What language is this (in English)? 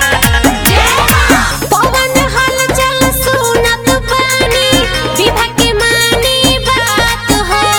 Bhojpuri